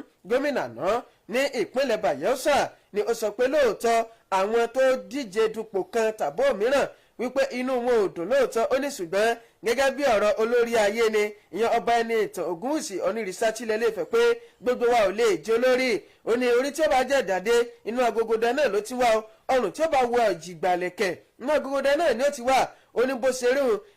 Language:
Yoruba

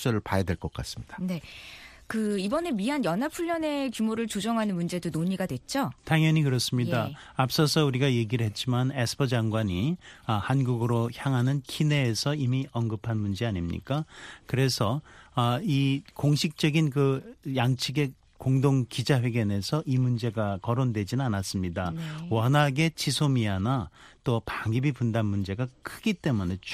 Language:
Korean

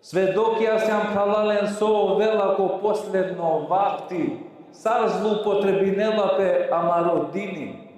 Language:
Balkan Romani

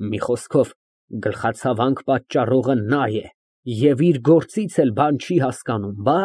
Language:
Armenian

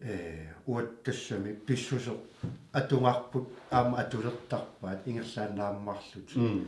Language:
Kalaallisut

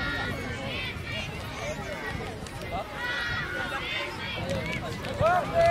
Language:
Danish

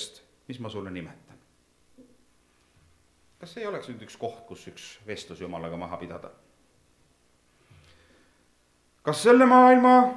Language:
Estonian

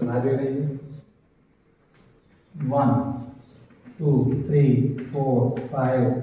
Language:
Gujarati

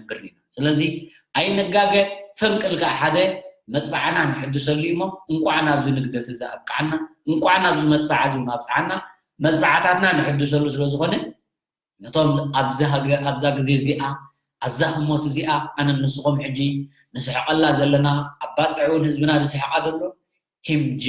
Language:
Tigrinya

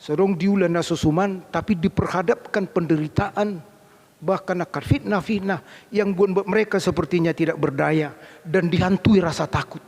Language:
Batak Toba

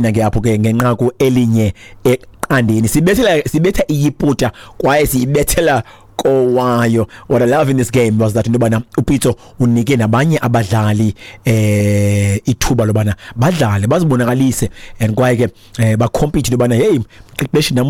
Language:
Xhosa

